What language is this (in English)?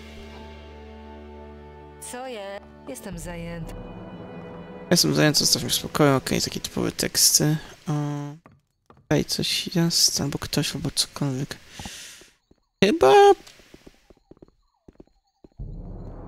Polish